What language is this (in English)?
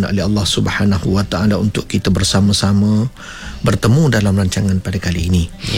Malay